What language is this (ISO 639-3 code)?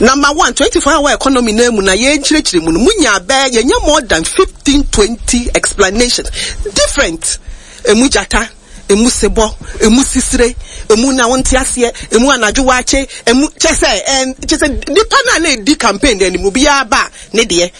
aka